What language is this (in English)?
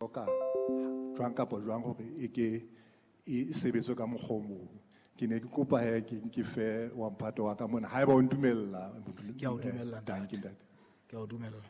Southern Sotho